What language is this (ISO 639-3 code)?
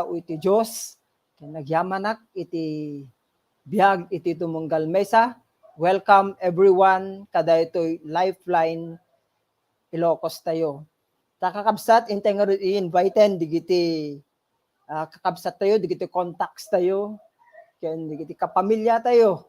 ilo